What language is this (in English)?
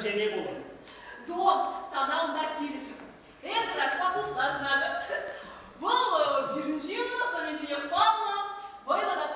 Chuvash